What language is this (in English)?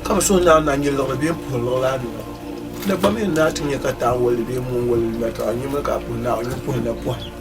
Dagbani